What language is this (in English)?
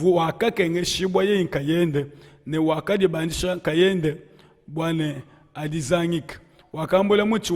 Luba-Lulua